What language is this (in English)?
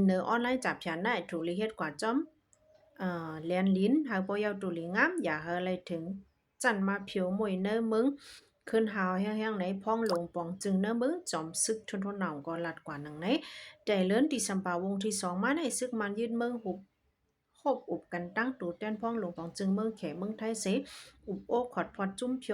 Shan